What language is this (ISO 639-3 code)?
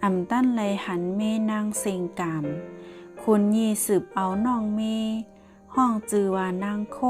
shn